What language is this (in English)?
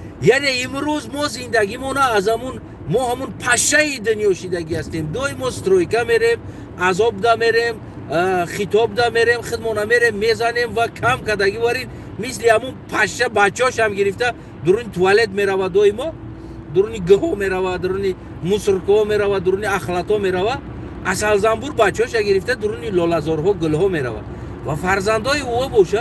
Tajik